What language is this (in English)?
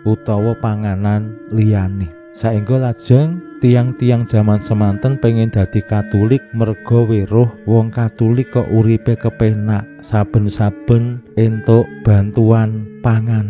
Javanese